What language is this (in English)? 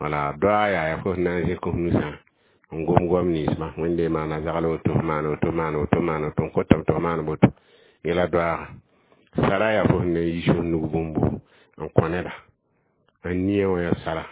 Mossi